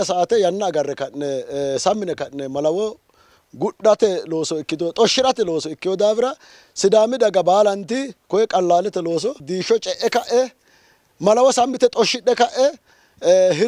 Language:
Sidamo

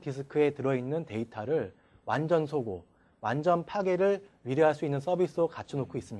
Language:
Korean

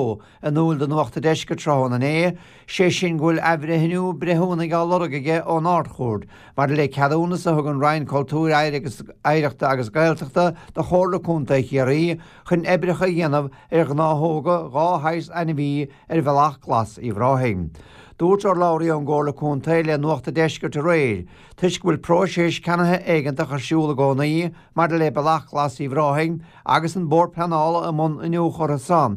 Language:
Irish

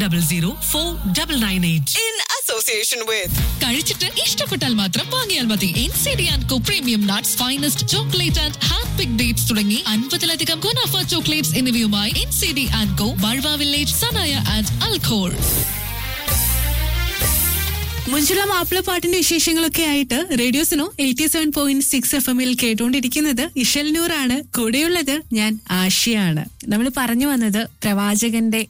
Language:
Malayalam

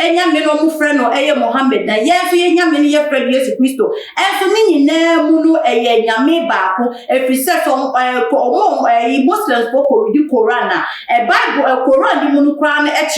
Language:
Akan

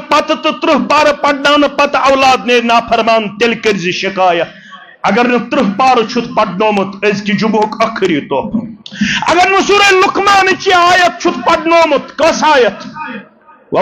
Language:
Kashmiri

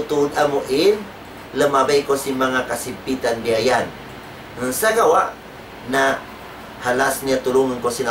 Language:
Tausug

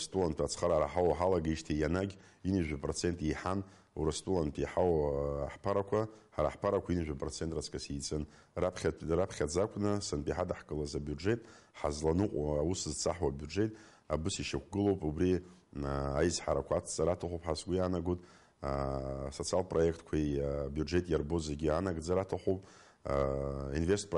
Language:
Abkhazian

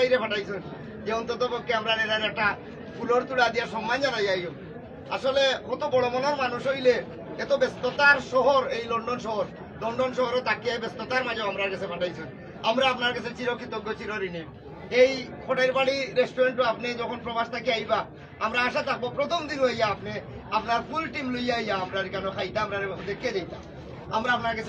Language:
Sylheti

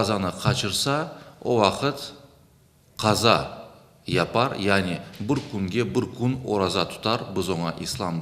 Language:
Crimean Tatar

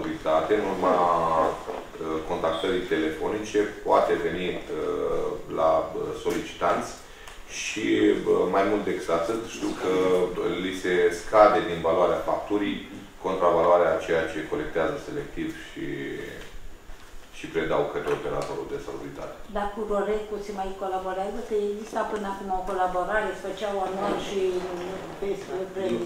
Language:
Romanian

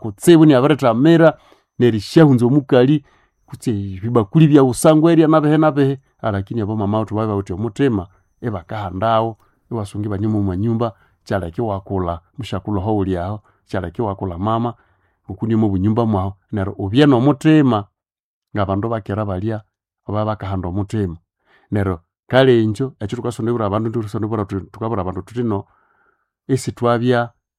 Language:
Nande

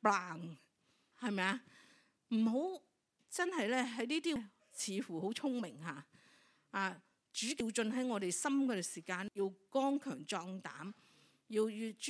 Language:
Cantonese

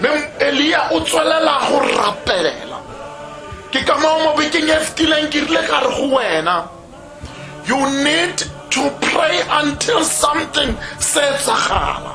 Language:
Tswana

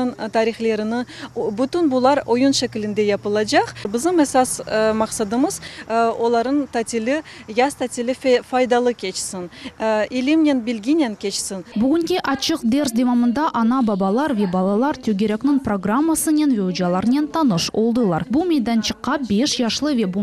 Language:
Crimean Tatar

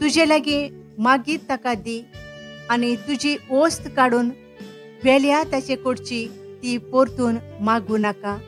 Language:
Konkani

